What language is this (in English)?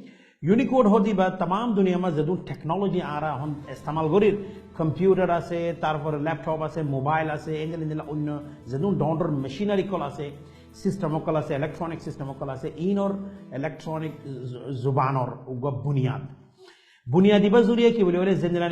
Rohingya